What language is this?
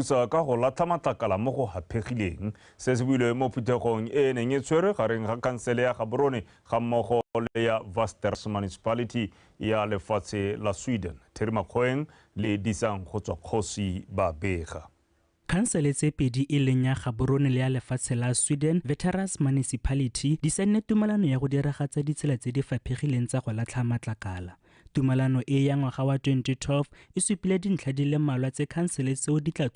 Tswana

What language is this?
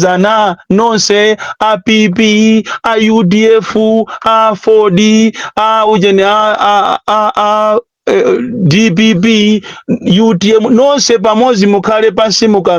Nyanja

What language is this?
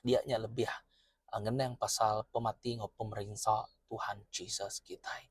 Iban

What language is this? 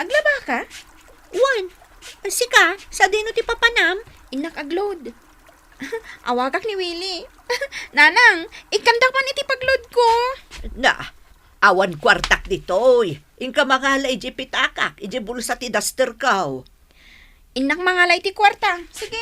Iloko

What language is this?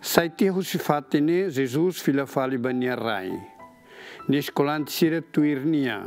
Tetum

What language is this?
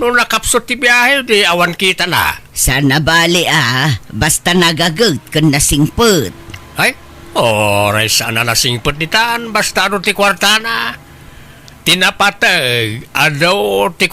Iloko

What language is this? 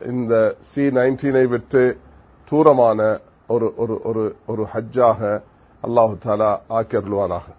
Tamil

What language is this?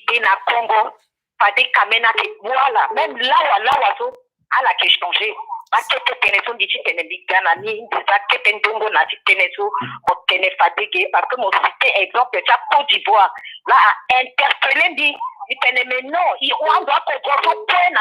Sango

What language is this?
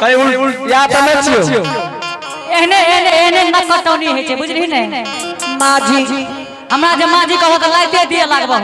Angika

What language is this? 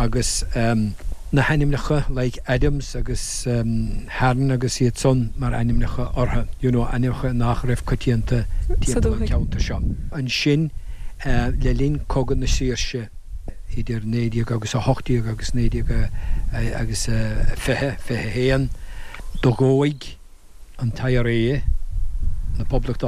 Irish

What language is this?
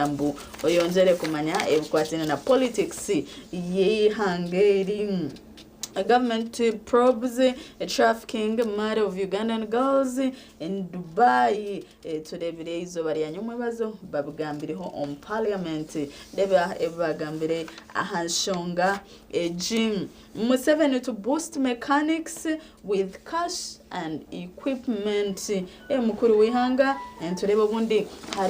Nyankole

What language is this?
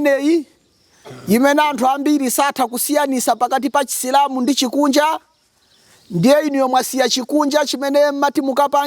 Nyanja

